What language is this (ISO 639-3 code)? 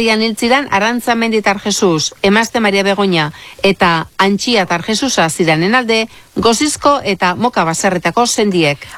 eus